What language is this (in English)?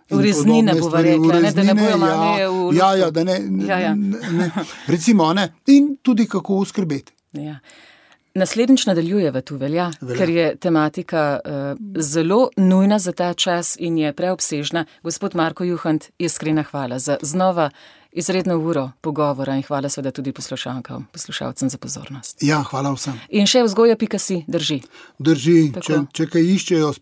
Slovenian